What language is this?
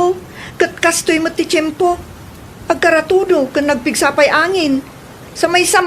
Iloko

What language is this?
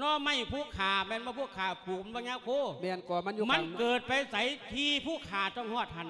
Lao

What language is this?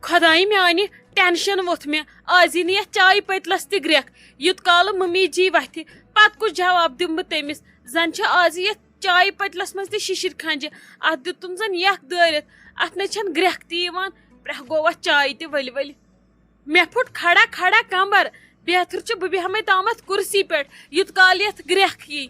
Kashmiri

